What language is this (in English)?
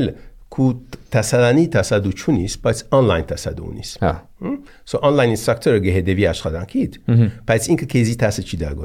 Armenian